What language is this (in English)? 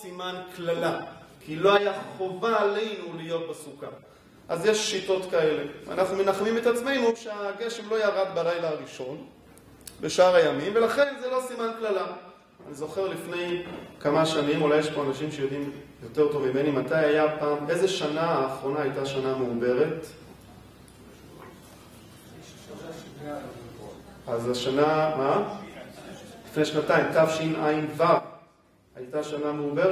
Hebrew